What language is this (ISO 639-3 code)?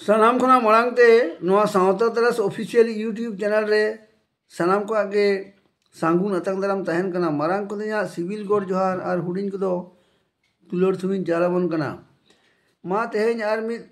sat